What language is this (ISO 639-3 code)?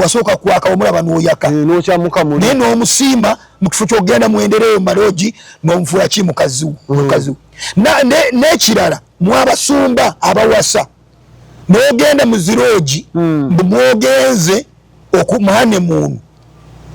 lug